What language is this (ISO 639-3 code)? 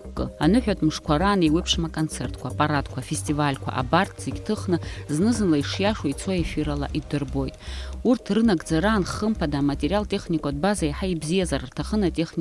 abk